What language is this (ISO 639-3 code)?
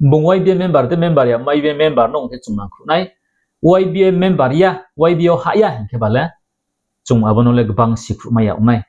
ria